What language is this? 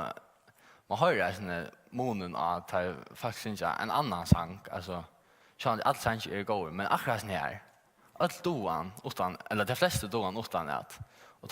Faroese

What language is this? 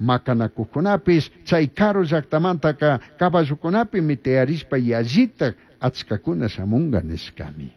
Chimborazo Highland Quichua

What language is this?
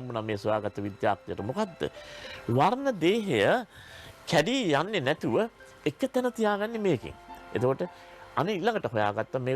Sinhala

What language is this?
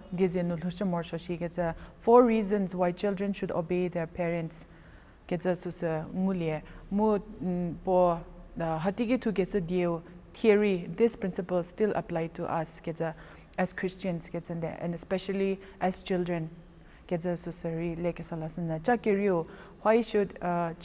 Angami Naga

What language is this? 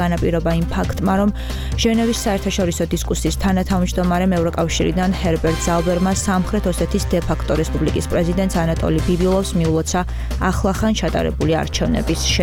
Georgian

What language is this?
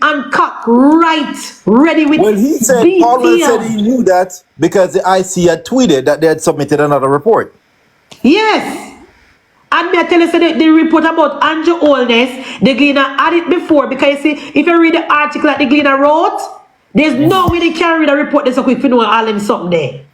Jamaican Creole English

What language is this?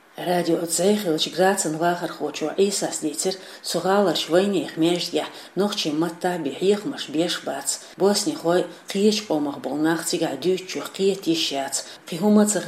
Chechen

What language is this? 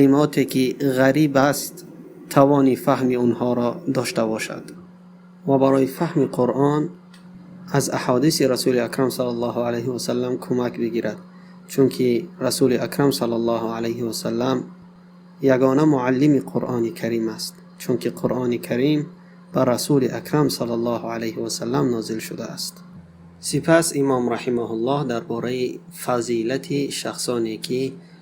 Tajik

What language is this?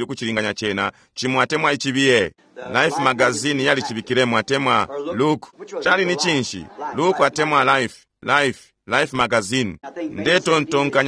Bemba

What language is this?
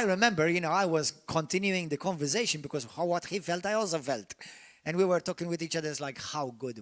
English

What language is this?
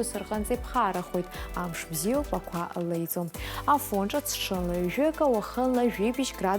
Abkhazian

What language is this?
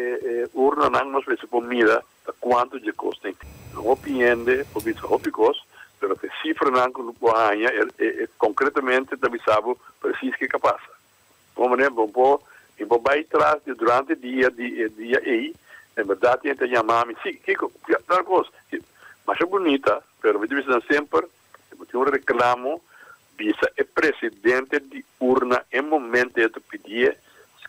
Papiamento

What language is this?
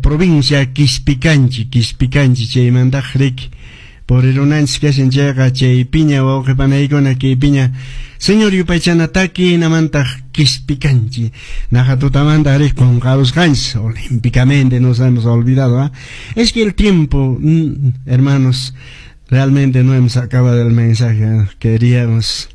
Quechua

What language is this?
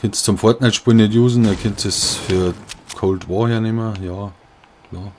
Bavarian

